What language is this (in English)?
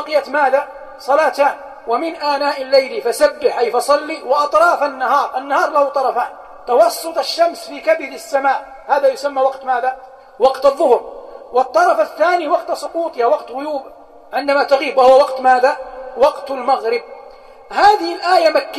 Arabic